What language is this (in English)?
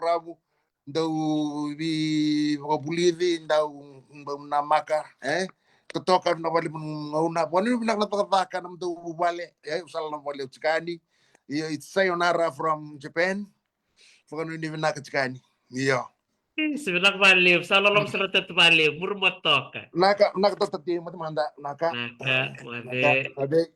Fijian